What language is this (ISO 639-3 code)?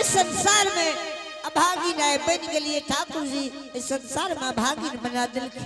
anp